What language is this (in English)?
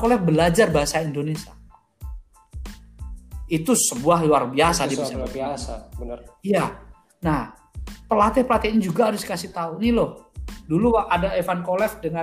Indonesian